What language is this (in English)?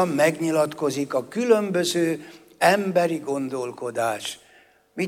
Hungarian